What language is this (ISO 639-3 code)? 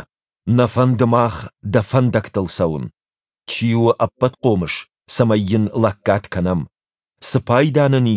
oss